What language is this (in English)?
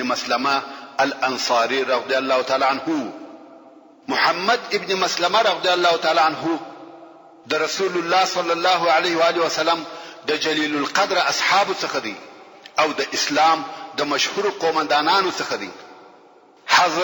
Pashto